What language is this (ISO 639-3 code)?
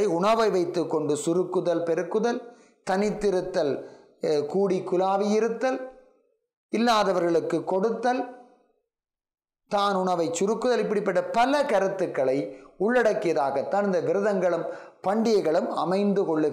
tam